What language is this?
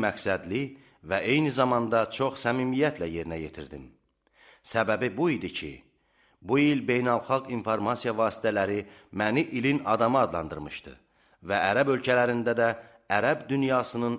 Azerbaijani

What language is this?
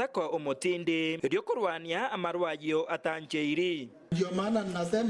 Gusii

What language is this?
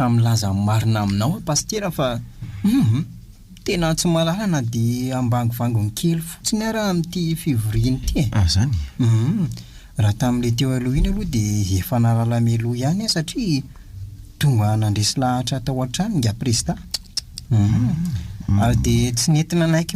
Malagasy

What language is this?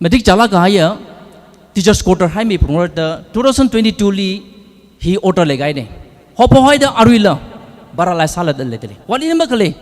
Tangkhul Naga (India)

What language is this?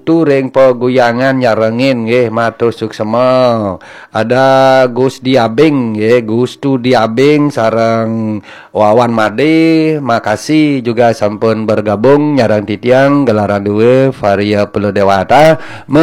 Balinese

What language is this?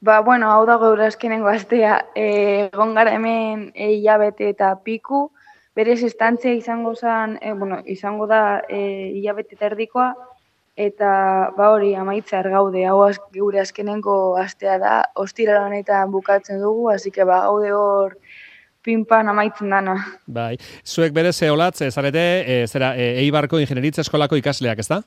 Basque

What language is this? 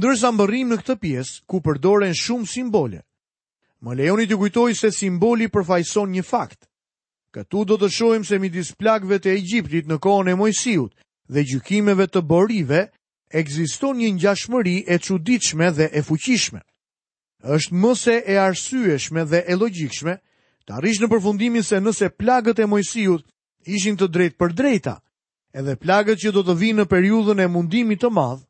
Albanian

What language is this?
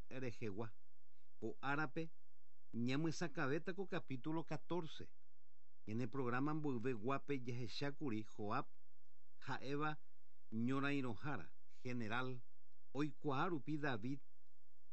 Guarani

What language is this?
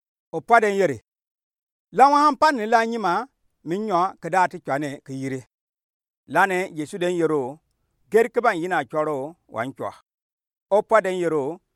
Gourmanchéma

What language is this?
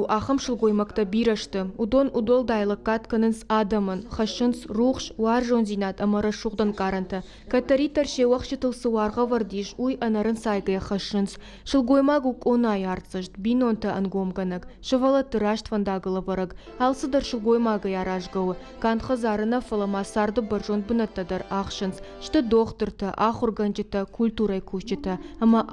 Ossetic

